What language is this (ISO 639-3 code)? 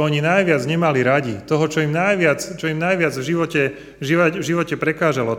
slk